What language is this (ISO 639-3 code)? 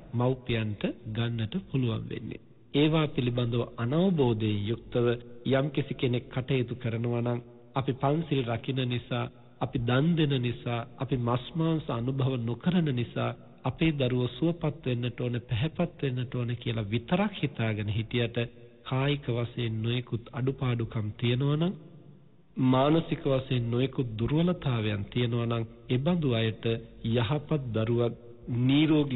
sin